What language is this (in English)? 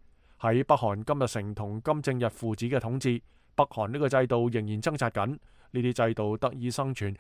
Cantonese